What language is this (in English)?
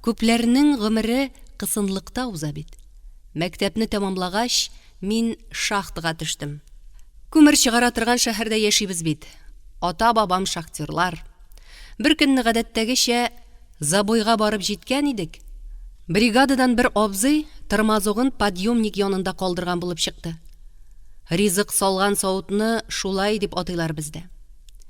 Tatar